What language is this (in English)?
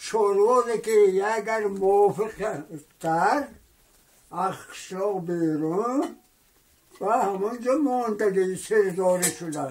Tajik